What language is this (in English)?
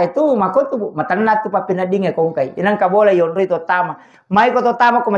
Buginese